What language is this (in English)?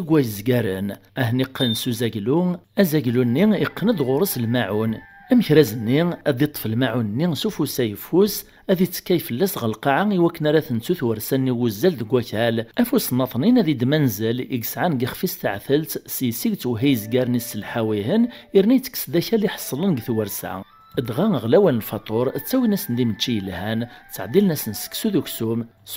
Kabyle